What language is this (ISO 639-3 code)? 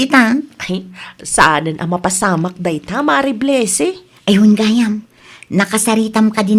ilo